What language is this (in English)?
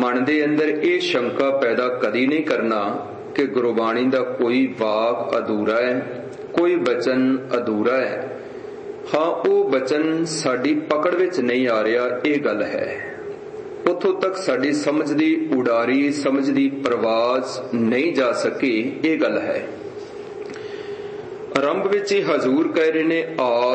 Punjabi